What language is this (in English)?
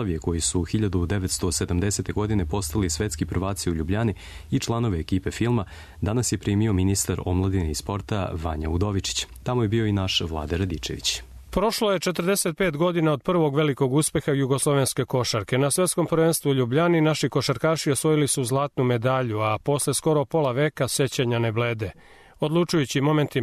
Serbian